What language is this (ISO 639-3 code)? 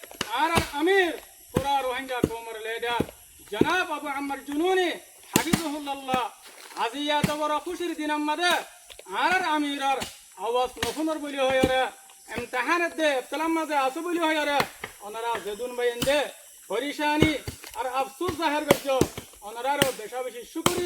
rhg